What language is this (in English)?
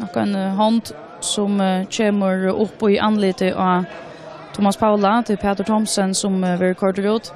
Faroese